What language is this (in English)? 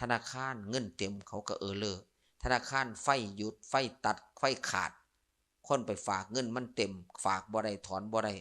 Lao